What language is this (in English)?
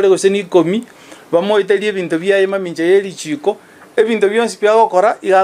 Gusii